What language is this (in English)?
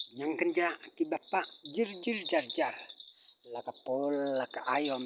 Khasi